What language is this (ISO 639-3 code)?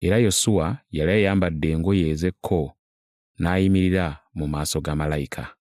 lug